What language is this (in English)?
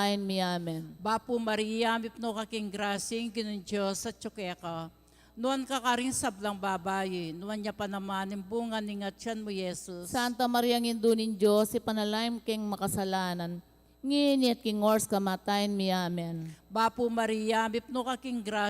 Pampanga